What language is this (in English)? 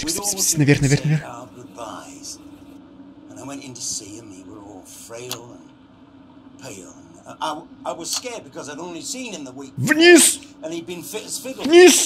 Russian